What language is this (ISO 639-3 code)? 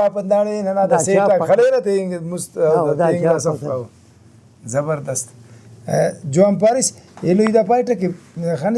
brh